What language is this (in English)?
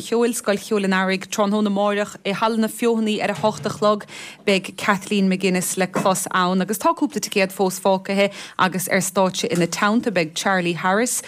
Irish